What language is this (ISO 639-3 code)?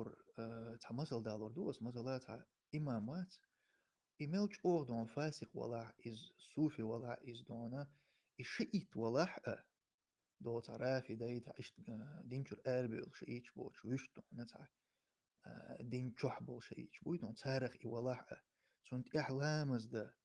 che